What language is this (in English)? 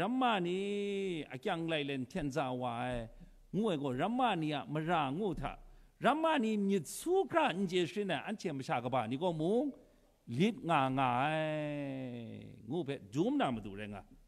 Kachin